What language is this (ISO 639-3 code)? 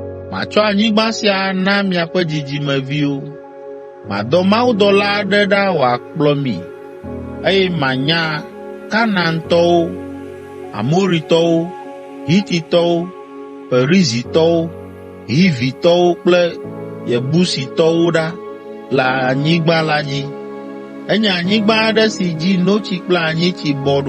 ewe